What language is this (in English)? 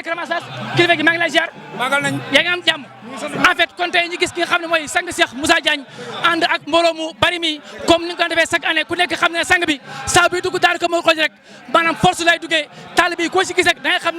Wolof